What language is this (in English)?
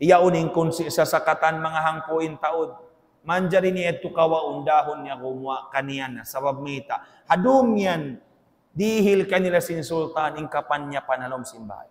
Tausug